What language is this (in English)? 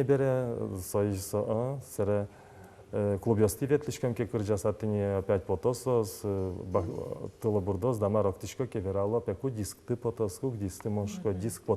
Udmurt